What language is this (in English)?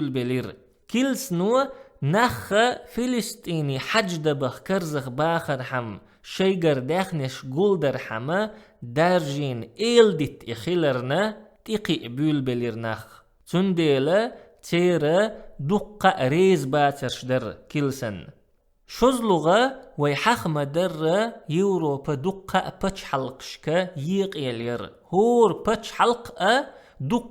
Chechen